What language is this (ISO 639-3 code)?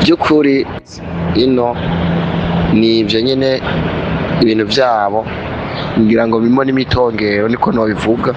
run